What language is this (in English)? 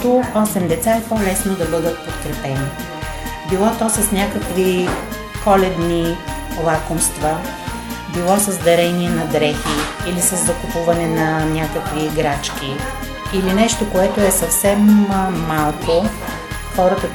Bulgarian